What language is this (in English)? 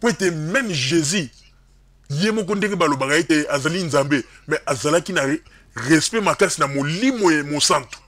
Lingala